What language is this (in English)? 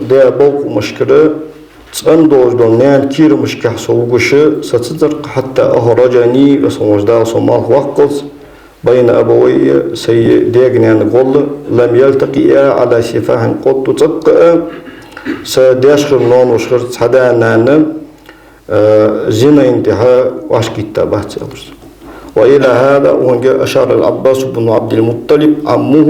Ingush